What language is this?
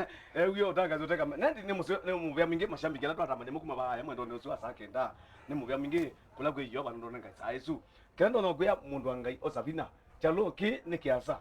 Kamba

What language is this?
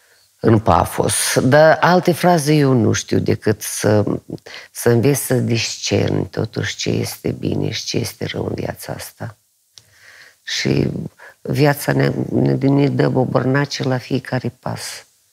Romanian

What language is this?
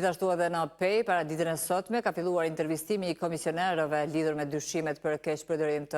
Albanian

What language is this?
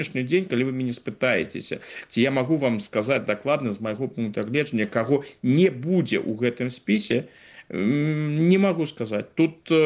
Belarusian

